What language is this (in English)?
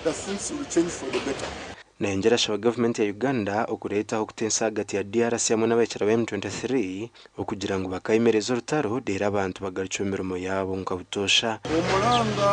Nyankole